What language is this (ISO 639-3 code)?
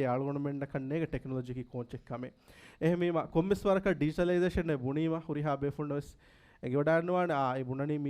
div